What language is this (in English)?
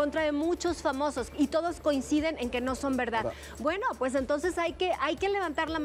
Spanish